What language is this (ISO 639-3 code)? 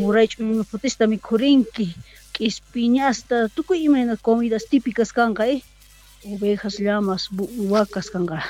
quh